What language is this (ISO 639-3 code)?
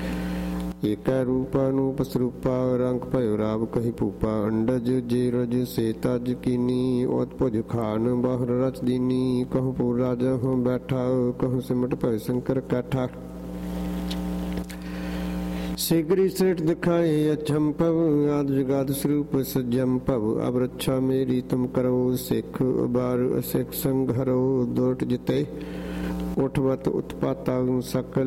pan